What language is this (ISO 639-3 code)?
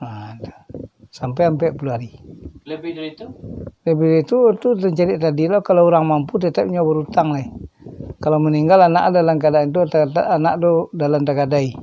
min